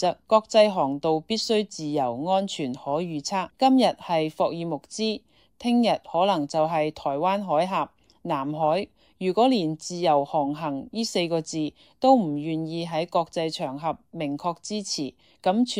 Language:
Cantonese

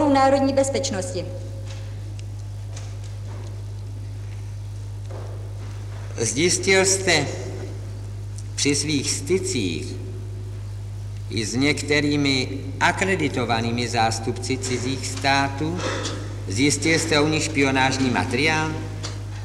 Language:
Czech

